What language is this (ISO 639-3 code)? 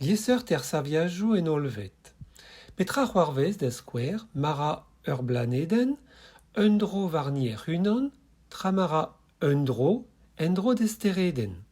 bre